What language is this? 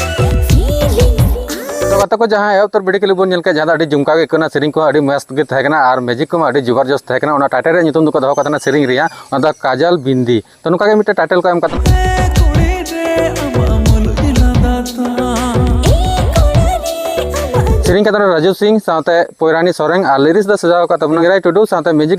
Santali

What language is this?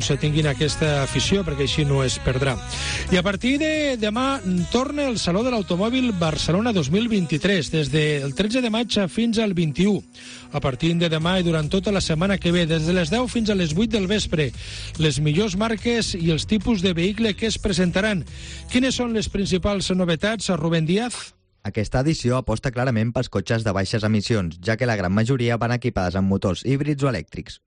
Catalan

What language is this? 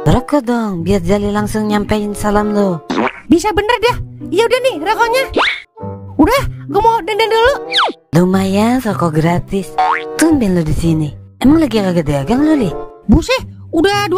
Betawi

